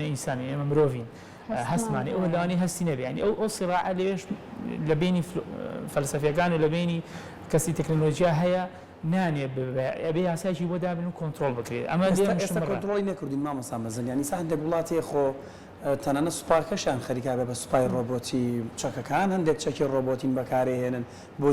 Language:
Central Kurdish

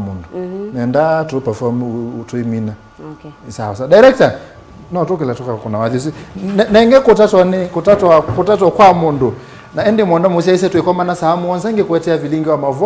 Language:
Kamba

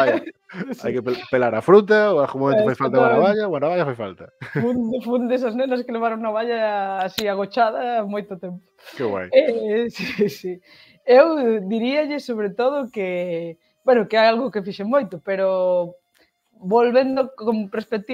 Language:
Galician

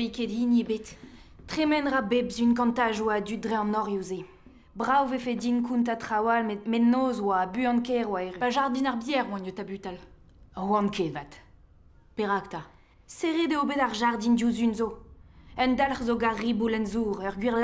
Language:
Breton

